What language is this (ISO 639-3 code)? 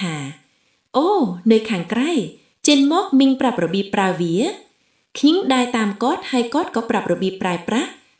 khm